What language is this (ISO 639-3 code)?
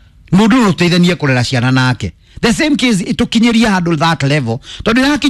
kik